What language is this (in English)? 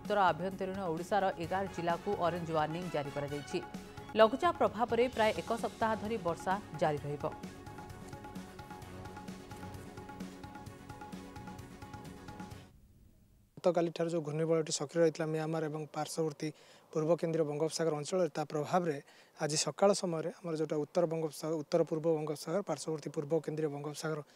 Odia